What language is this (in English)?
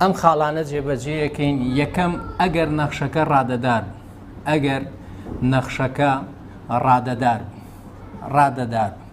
Central Kurdish